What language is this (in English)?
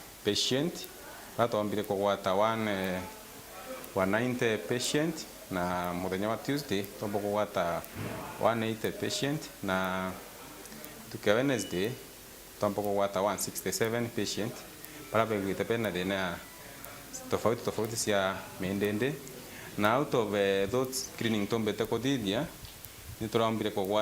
Meru